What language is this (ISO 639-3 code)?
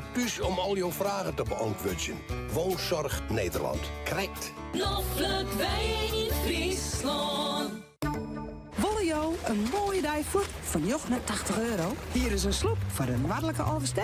fry